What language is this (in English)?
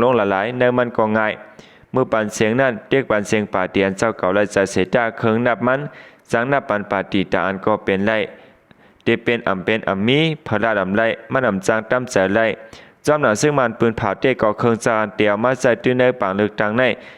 Shan